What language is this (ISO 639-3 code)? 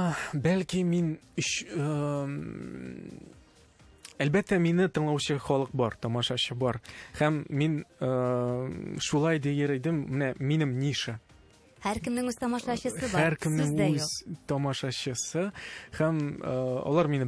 tat